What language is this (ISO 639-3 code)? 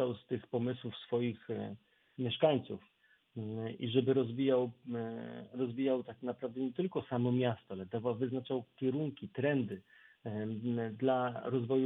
pol